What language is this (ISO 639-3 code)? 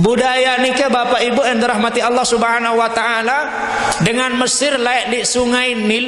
sas